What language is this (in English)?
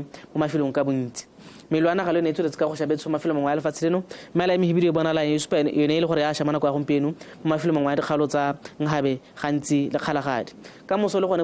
Tswana